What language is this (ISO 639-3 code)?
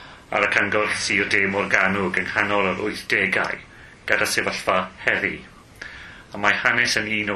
cym